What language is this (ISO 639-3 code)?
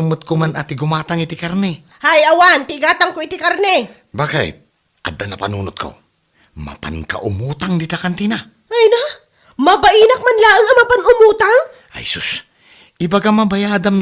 ilo